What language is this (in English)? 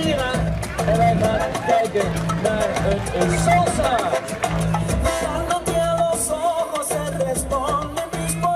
Dutch